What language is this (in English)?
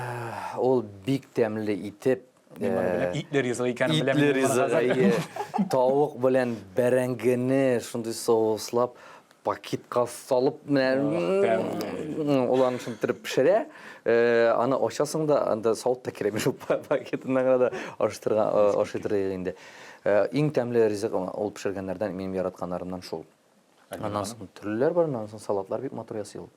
Tatar